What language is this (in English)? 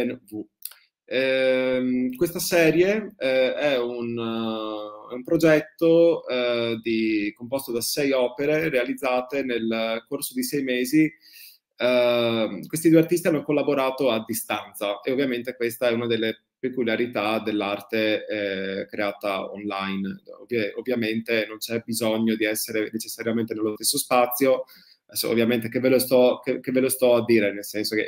Italian